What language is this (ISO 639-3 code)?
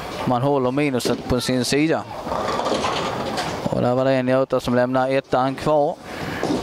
swe